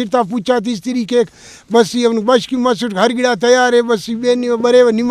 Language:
Brahui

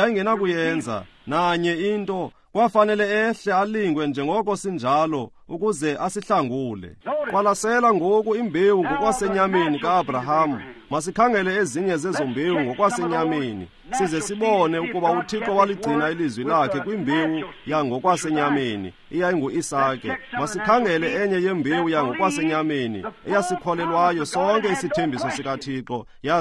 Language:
Xhosa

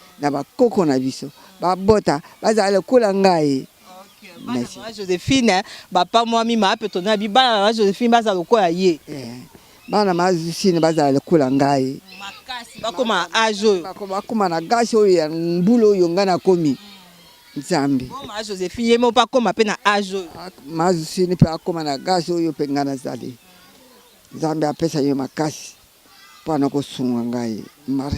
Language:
Lingala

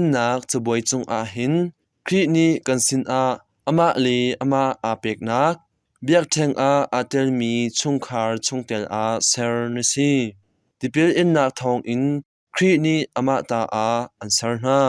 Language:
Hakha Chin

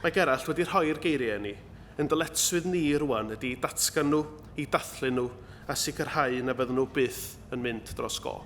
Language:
Welsh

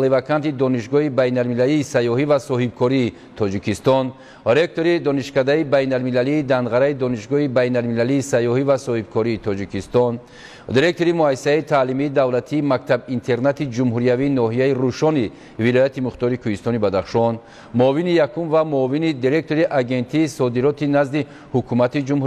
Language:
Tajik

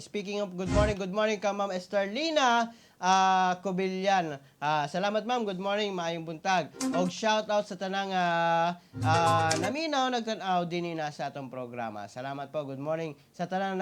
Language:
Cebuano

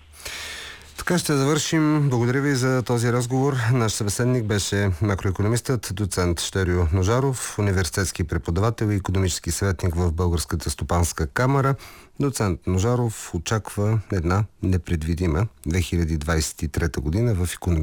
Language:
Bulgarian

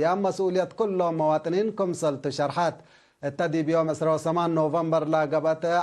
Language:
Tigre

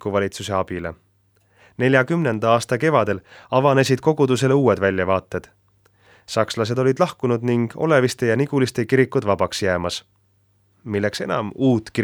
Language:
Estonian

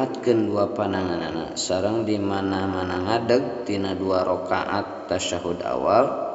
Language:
Sundanese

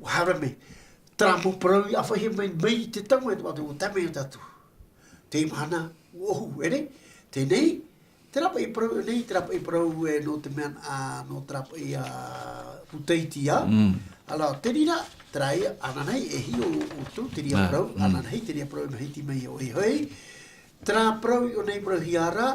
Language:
Tahitian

